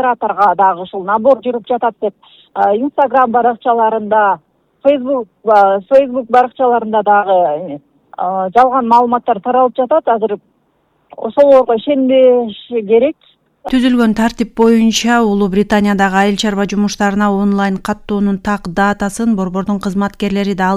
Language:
Kyrgyz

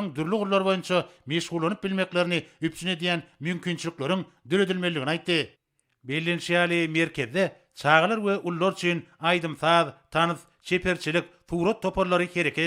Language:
Turkmen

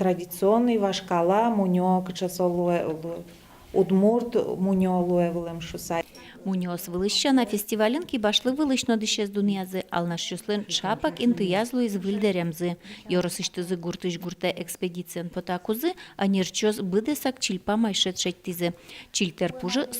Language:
Udmurt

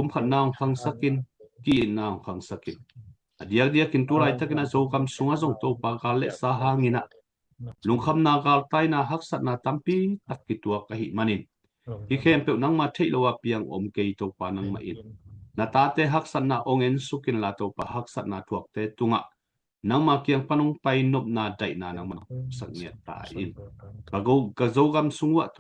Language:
Tedim Chin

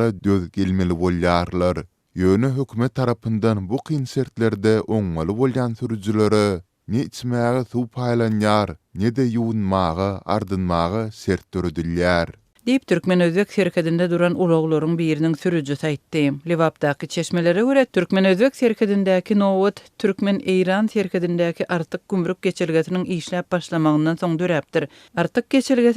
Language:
Turkmen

